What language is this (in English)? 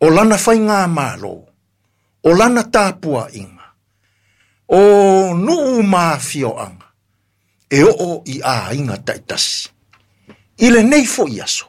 Samoan